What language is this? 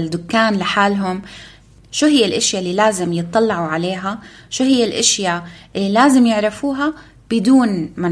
North Levantine Arabic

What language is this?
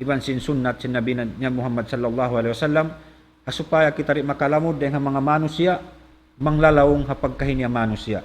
Tausug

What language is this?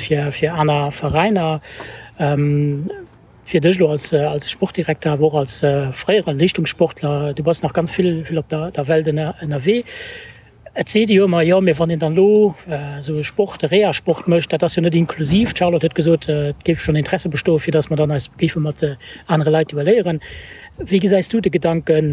Luxembourgish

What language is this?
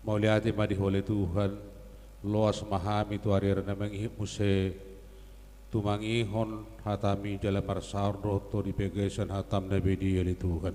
Batak Toba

